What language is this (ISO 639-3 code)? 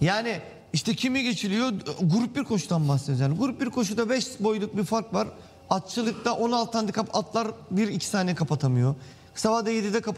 tur